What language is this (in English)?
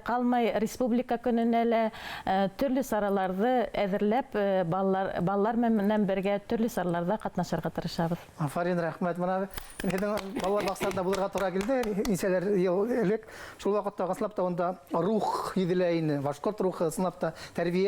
Bashkir